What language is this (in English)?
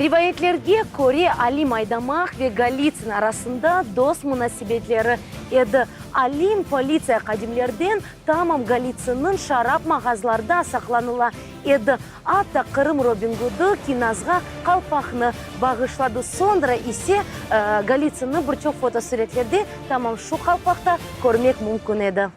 Crimean Tatar